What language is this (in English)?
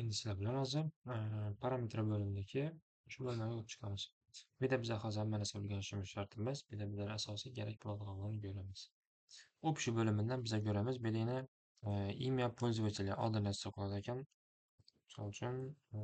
Uzbek